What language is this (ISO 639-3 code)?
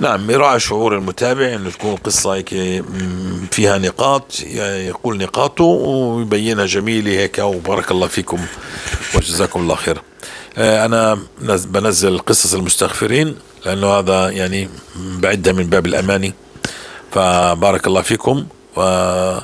apc